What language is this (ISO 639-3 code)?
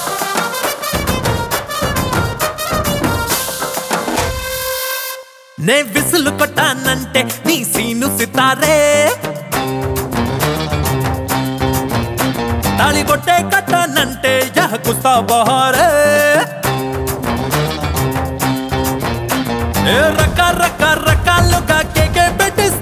tel